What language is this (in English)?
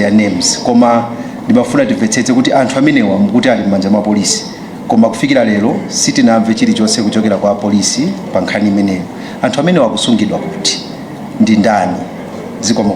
Nyanja